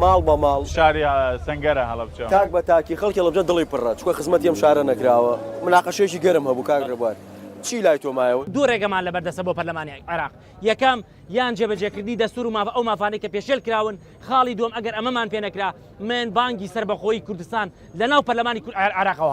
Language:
Central Kurdish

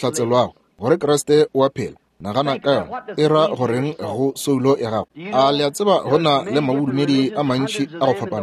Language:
Northern Sotho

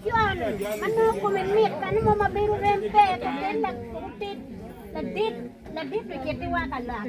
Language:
Acoli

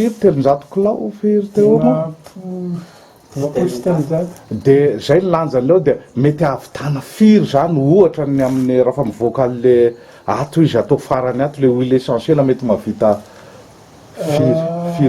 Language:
Malagasy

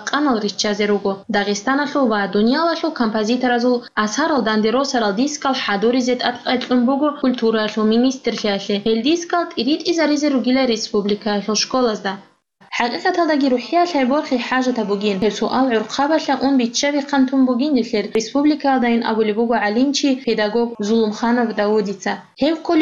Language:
Avaric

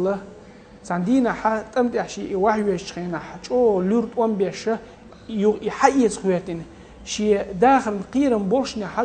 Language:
Chechen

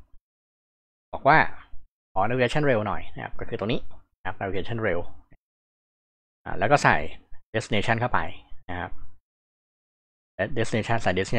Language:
Thai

